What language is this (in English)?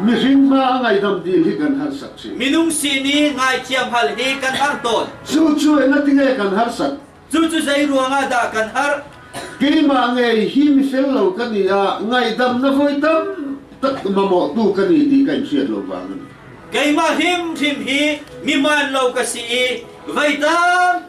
Hakha Chin